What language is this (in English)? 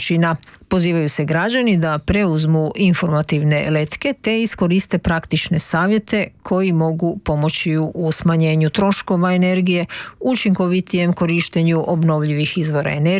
Croatian